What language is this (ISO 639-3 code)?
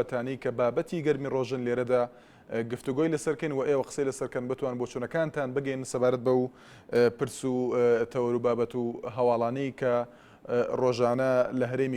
ckb